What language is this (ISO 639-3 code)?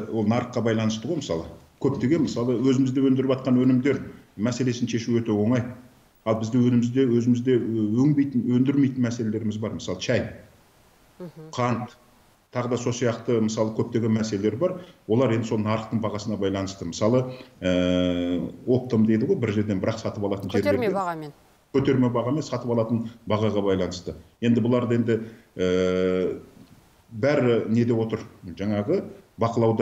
kaz